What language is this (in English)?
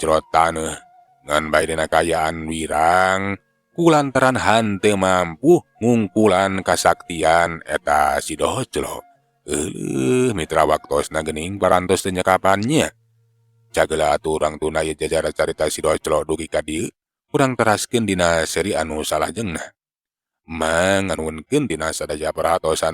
Sundanese